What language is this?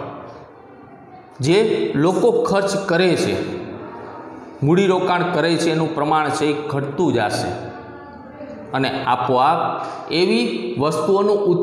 Gujarati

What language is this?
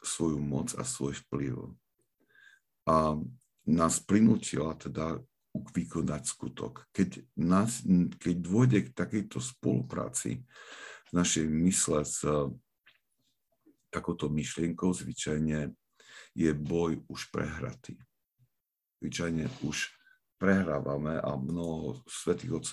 Slovak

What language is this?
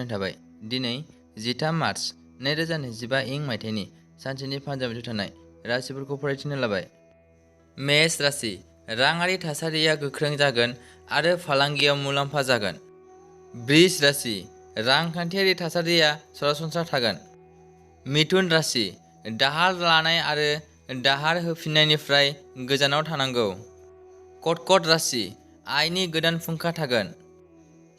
Bodo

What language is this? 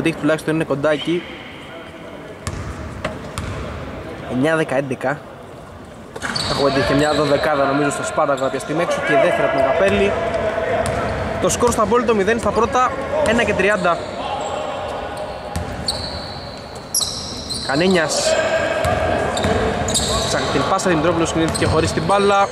Greek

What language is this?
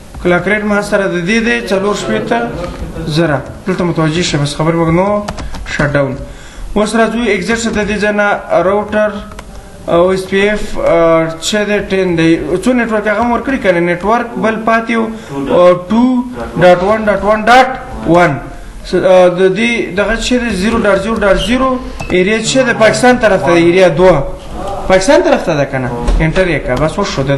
Pashto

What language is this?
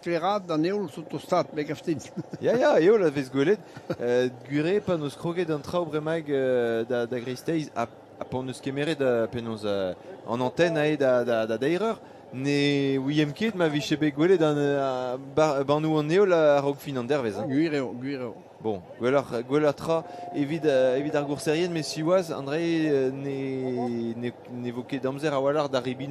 Breton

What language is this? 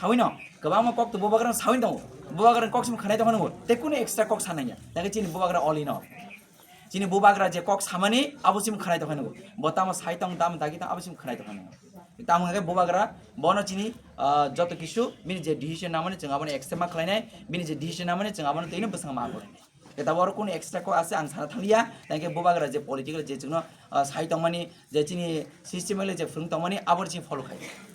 Kok Borok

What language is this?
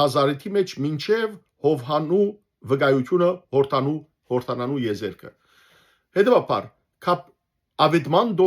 Western Armenian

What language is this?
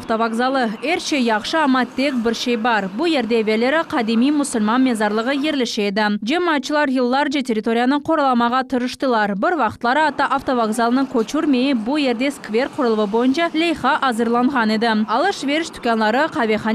Crimean Tatar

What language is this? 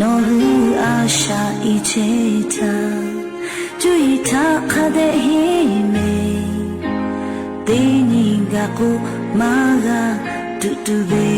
Lahu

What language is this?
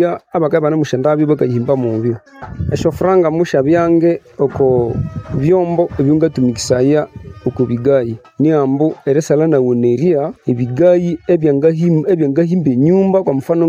Nande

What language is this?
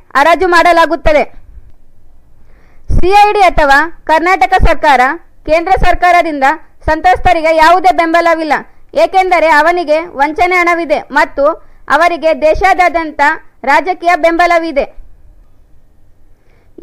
Kannada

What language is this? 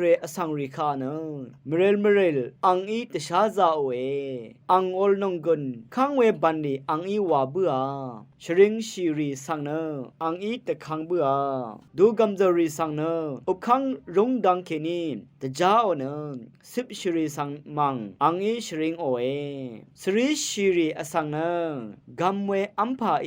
Rawang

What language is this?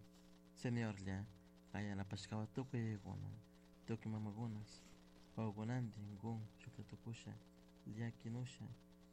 Chimborazo Highland Quichua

